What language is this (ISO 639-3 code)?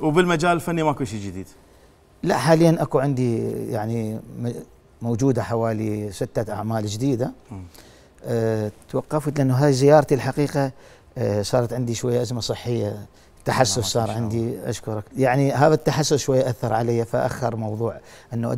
acm